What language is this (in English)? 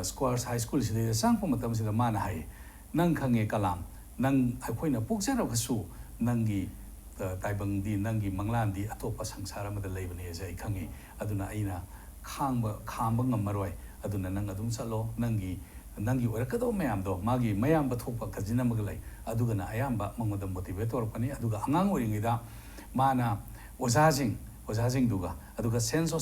Manipuri